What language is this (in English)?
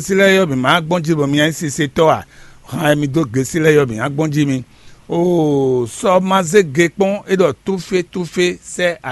Fon